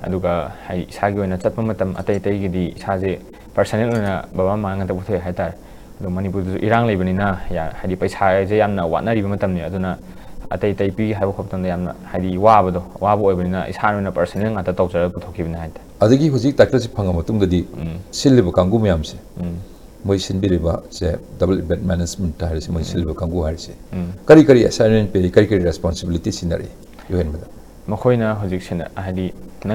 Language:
Manipuri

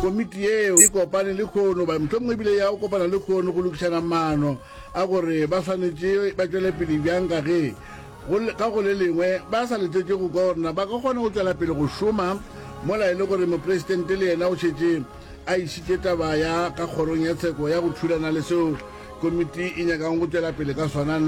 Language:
Northern Sotho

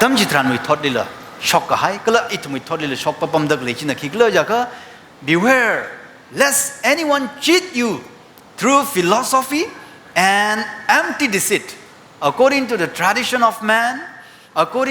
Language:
Tangkhul Naga (India)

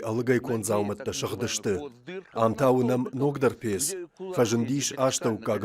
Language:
Ossetic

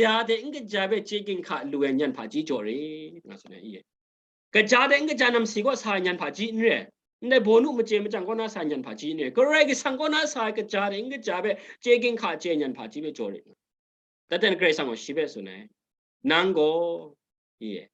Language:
Kachin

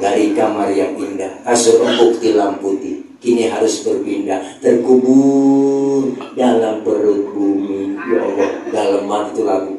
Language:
Betawi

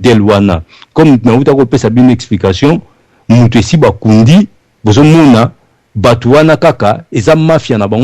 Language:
Lingala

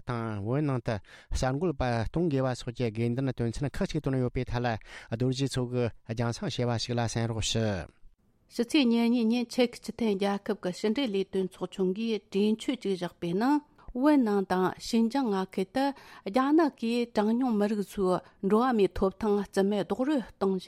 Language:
Tibetan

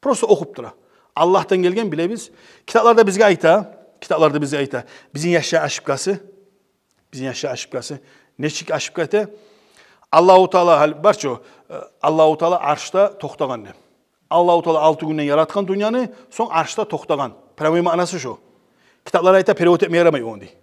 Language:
Kumyk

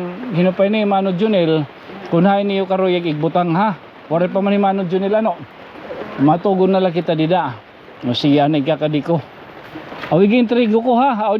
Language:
Waray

